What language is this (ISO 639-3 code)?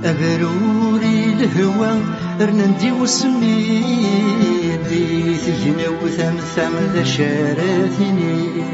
kab